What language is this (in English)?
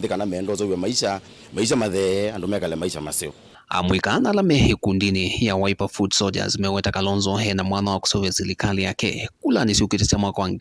Kamba